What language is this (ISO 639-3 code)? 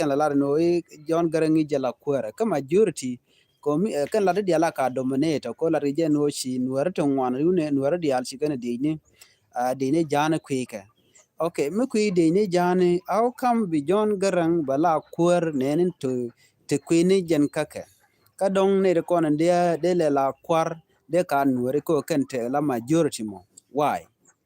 nus